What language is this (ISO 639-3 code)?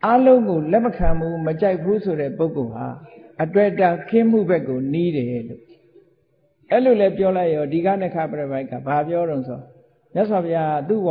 mya